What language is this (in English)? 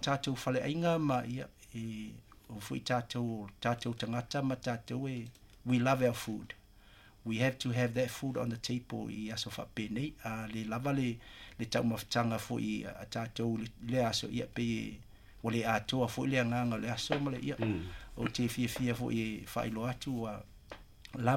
Samoan